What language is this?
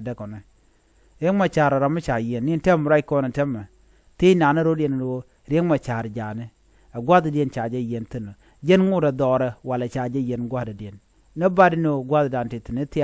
Nuer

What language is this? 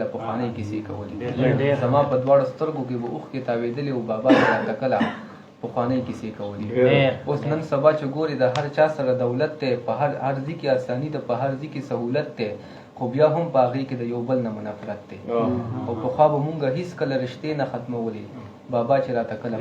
Pashto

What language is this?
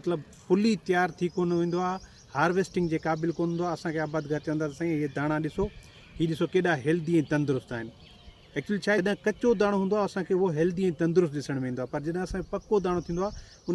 Sindhi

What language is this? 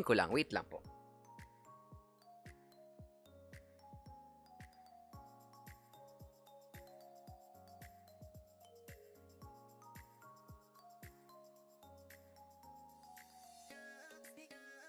Filipino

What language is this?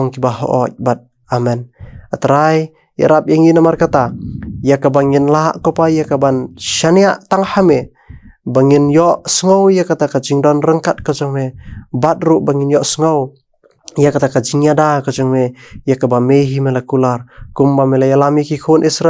Khasi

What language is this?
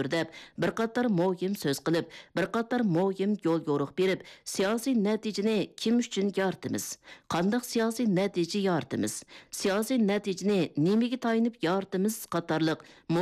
Uyghur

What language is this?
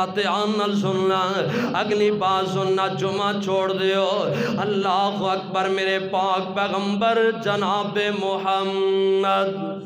Western Panjabi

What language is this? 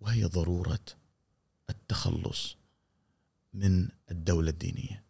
Gulf Arabic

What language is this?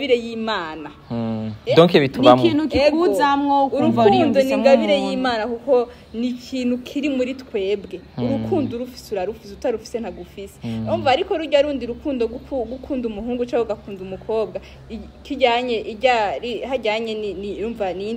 Rundi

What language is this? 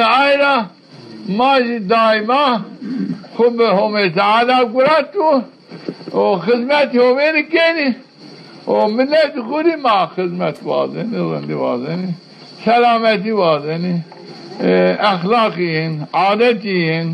Zaza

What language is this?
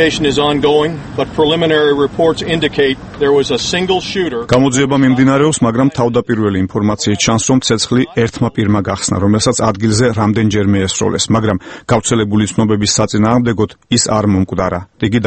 Georgian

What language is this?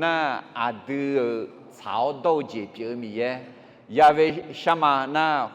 Akha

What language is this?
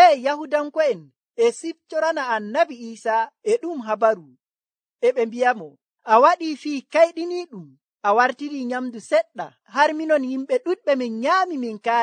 Nigerian Fulfulde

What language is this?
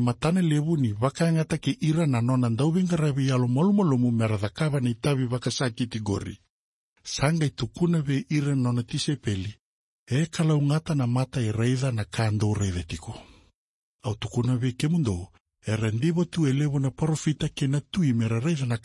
Fijian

